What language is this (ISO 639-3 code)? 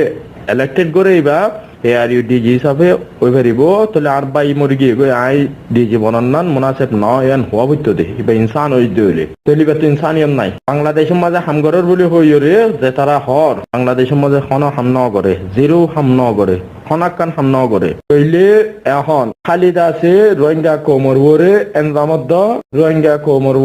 rhg